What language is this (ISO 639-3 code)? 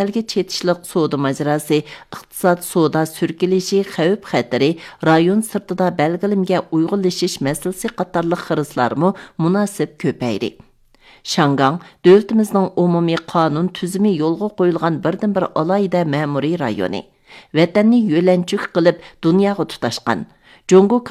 uig